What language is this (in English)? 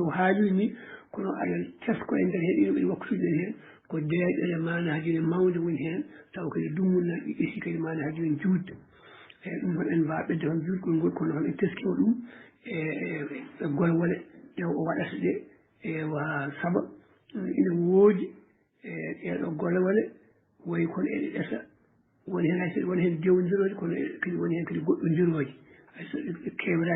Fula